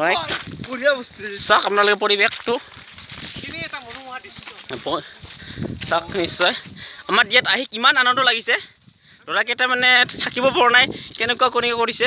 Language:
Assamese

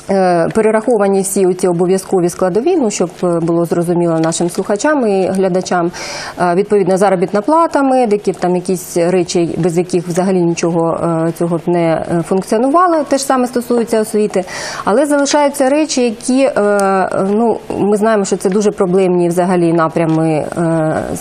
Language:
Ukrainian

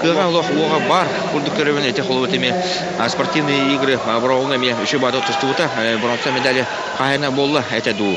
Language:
Yakut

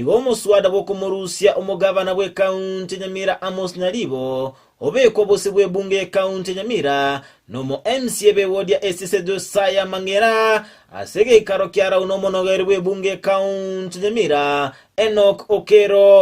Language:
Gusii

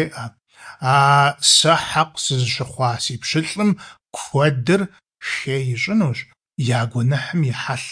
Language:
Kabardian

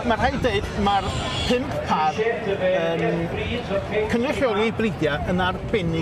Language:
Welsh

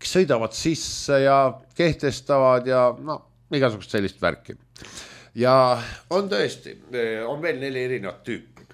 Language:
Estonian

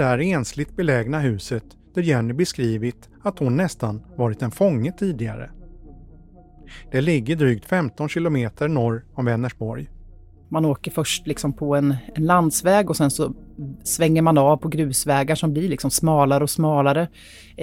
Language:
Swedish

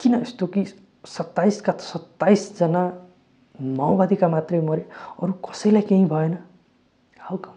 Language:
Nepali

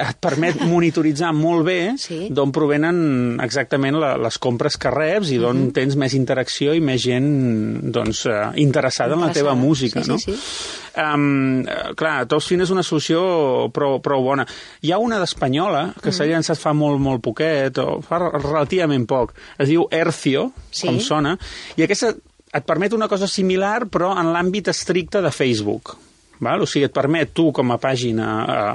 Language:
Catalan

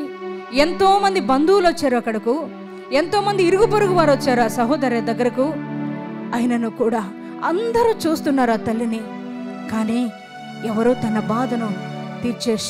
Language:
Telugu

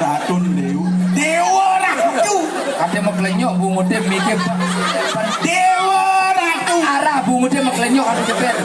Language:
Balinese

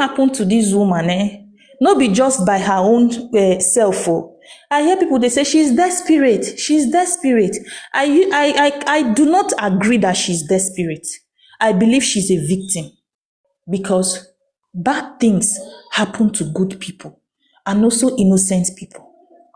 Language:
Nigerian Pidgin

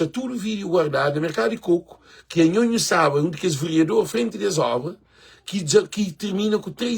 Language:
Kabuverdianu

